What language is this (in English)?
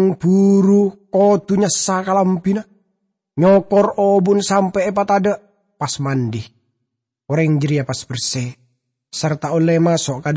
Madurese